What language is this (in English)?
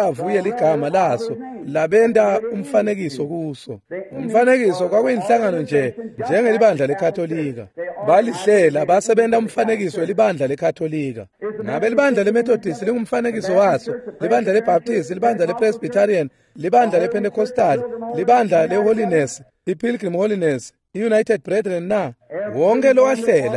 Swati